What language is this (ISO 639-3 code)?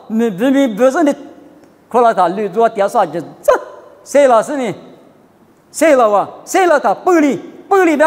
lis